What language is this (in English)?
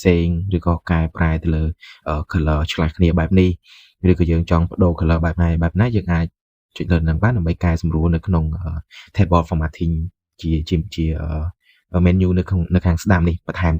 Khmer